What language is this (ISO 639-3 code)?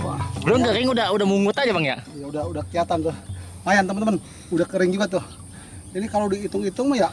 bew